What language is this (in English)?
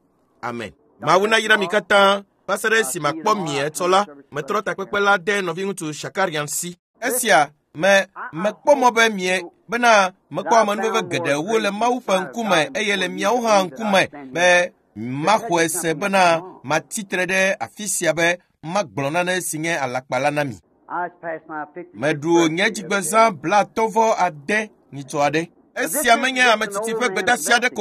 Ewe